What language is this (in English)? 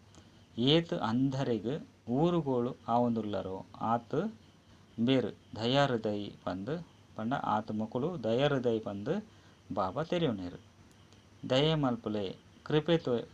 Tulu